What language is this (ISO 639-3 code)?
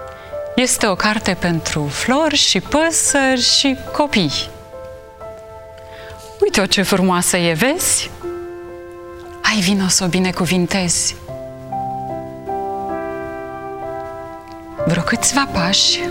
ron